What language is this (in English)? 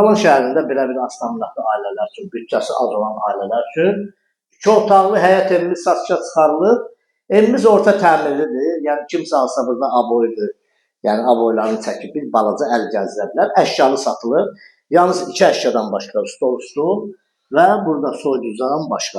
Azerbaijani